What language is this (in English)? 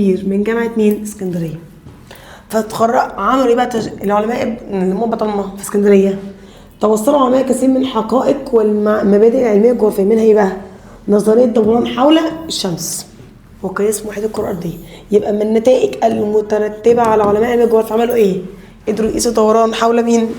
Egyptian Arabic